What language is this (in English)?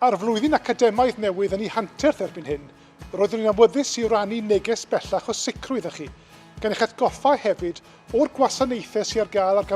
Welsh